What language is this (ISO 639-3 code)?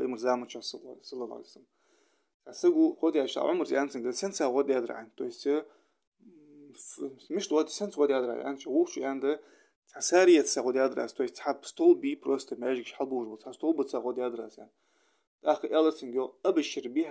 inh